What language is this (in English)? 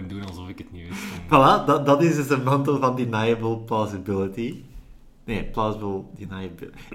Dutch